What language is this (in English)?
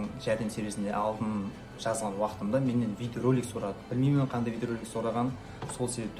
Kara-Kalpak